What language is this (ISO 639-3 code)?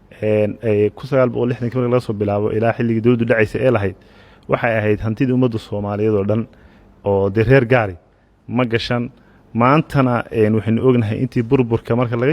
som